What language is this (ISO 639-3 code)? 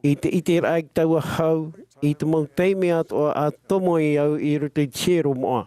tah